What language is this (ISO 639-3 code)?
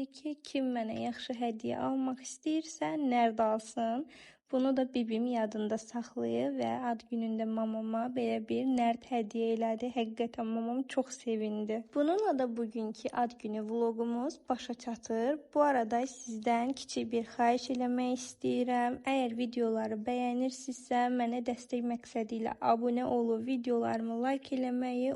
aze